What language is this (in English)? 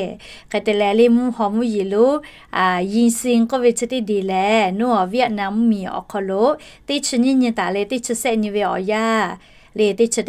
Lahu